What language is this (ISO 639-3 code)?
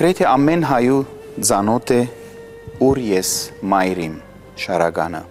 hye